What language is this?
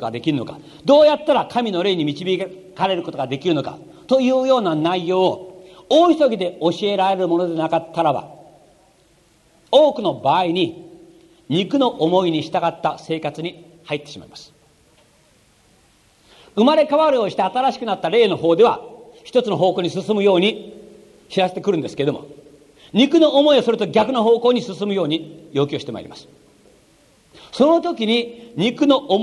Japanese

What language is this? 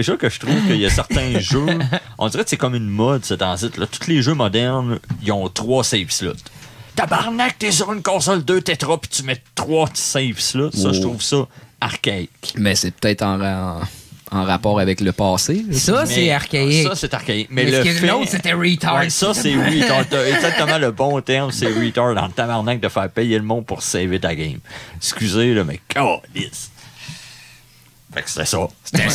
French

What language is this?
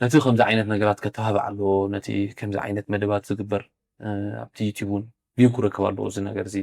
Tigrinya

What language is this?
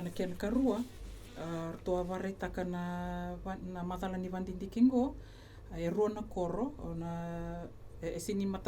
Fijian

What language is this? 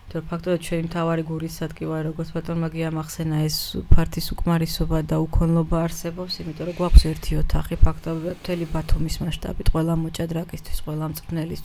Georgian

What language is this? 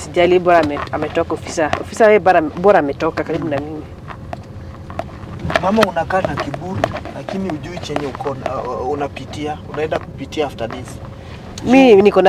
Swahili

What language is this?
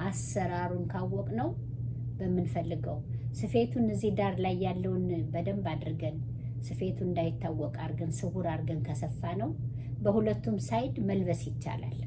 Amharic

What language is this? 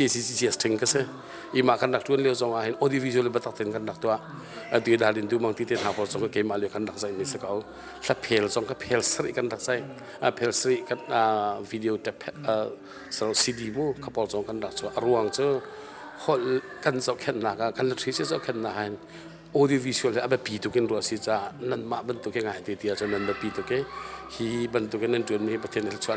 Hakha Chin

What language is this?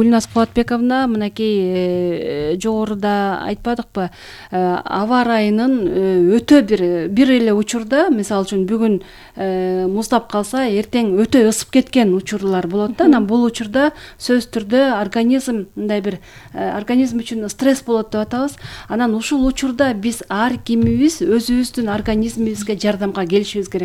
Kyrgyz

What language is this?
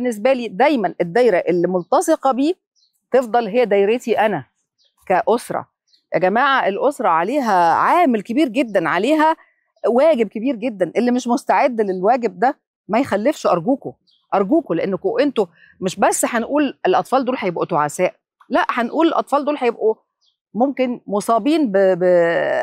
Egyptian Arabic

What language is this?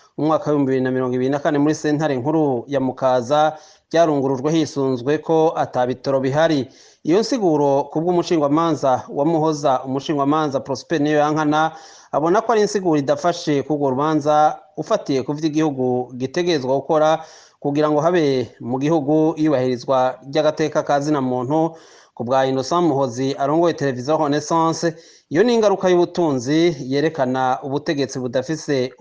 Rundi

